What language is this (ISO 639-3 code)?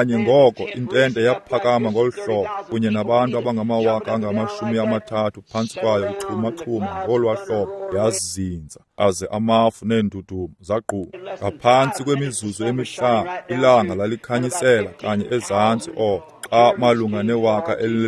xho